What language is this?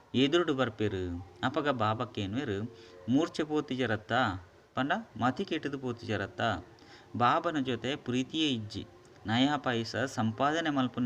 Tulu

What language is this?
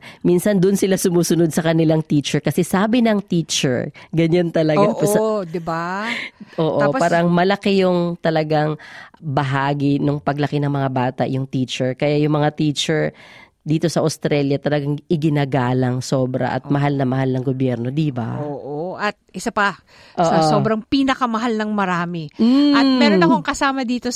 Filipino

